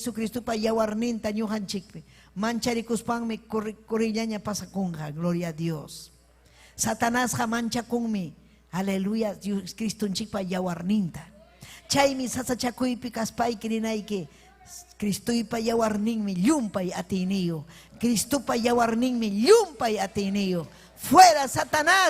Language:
Ayacucho Quechua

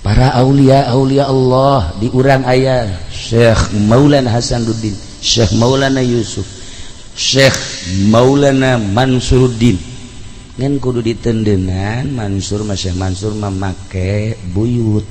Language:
Sundanese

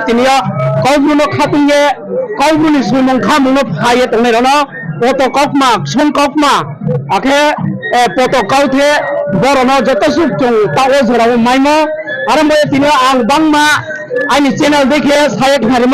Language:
Riang (India)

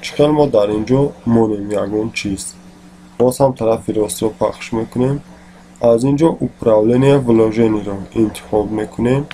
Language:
Tajik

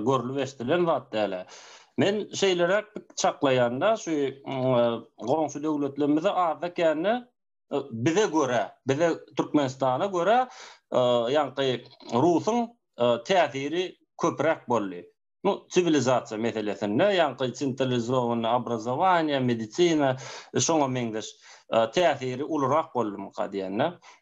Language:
Turkmen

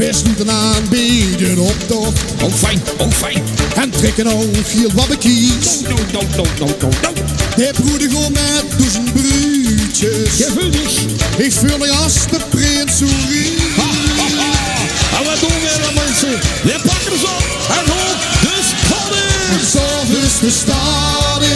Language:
Limburgish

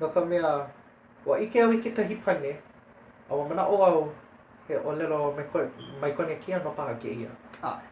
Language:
Hawaiian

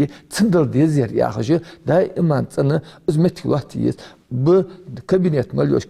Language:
Ingush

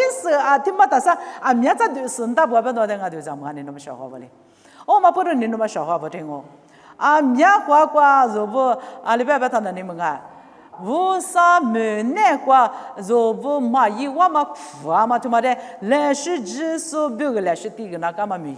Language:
Lisu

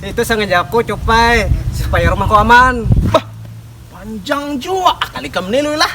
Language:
Banjar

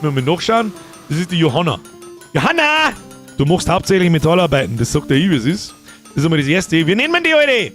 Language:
Bavarian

